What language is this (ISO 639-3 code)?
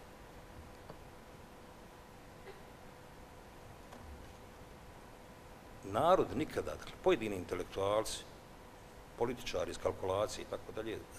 bos